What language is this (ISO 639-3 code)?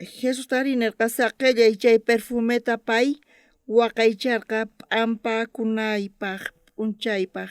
quh